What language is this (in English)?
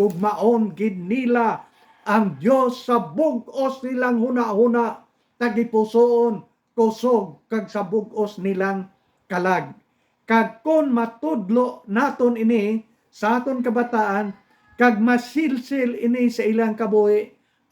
Hiligaynon